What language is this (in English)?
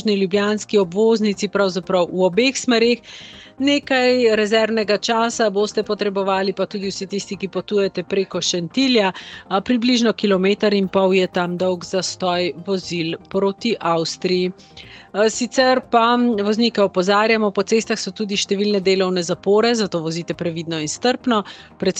Slovenian